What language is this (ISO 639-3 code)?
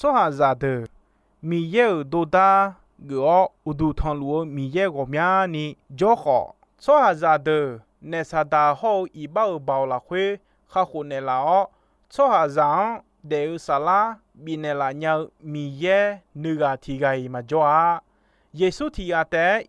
ahk